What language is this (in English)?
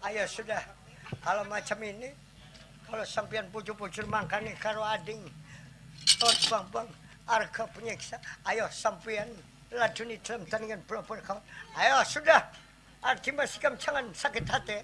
Banjar